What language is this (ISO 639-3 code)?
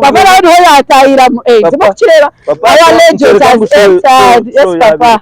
nyn